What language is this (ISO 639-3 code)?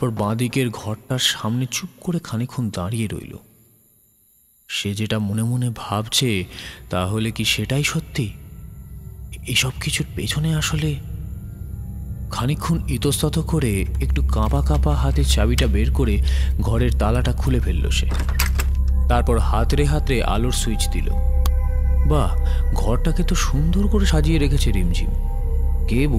ben